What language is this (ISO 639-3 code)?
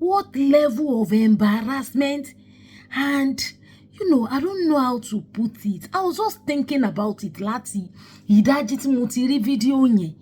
yor